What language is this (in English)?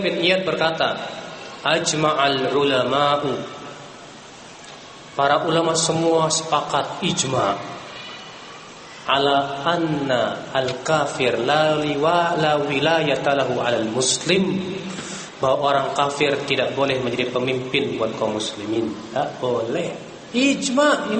Indonesian